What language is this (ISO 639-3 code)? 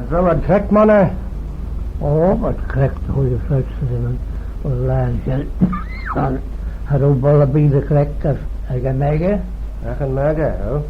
glv